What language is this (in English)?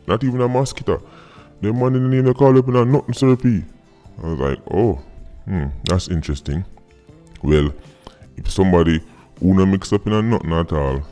Jamaican Creole English